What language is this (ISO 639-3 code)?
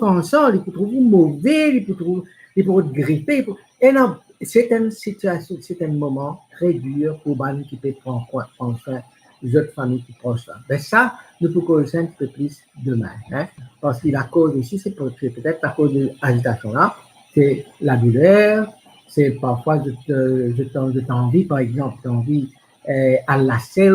mfe